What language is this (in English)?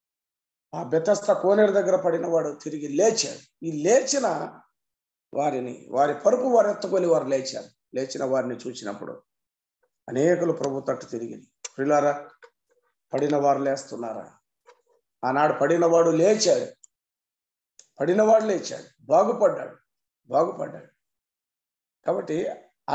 Telugu